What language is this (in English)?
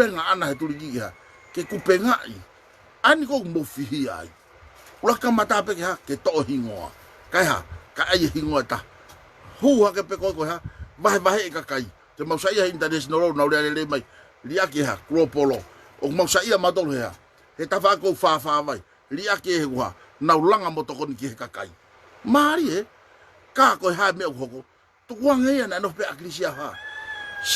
Tongan